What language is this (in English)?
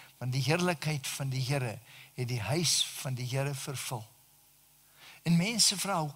Afrikaans